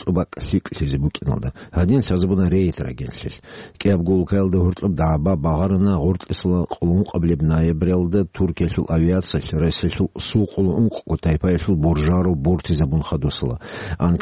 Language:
Avaric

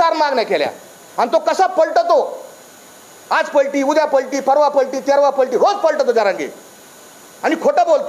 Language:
Marathi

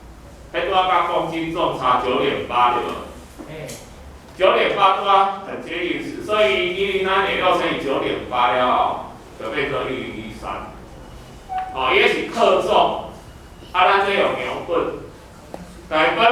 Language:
Min Nan Chinese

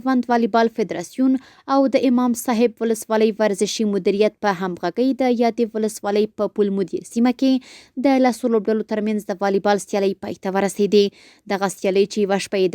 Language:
Pashto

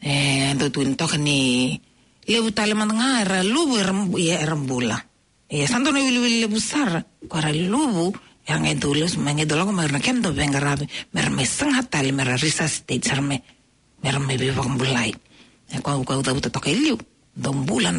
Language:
Fijian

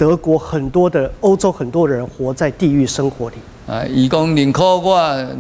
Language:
Min Nan Chinese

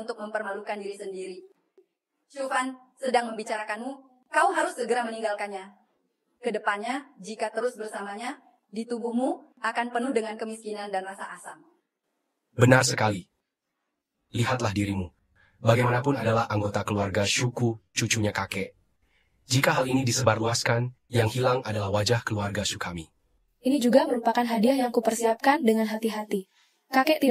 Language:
Indonesian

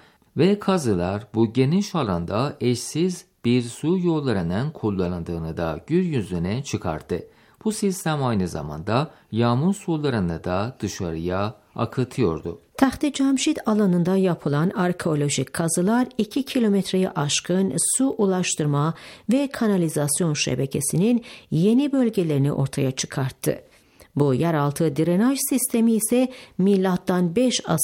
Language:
Turkish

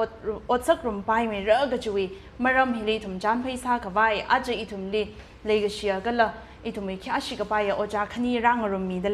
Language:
Tangkhul Naga (India)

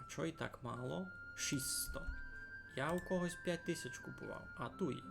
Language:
Rusyn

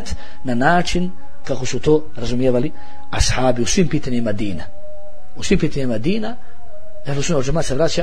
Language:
Bosnian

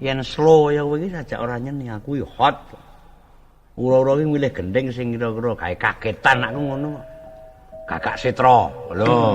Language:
Javanese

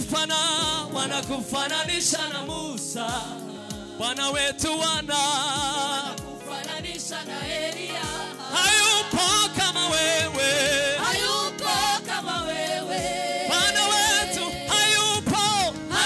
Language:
Swahili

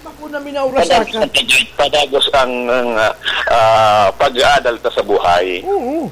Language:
Bikol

